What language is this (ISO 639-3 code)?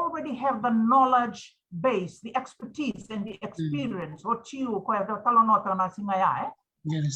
fij